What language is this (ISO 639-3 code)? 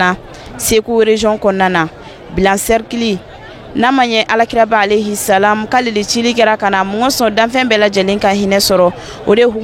bam